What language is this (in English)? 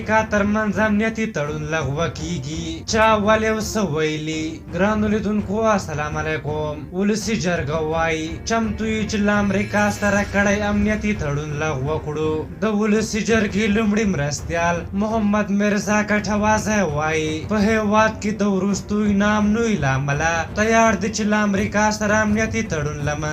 Pashto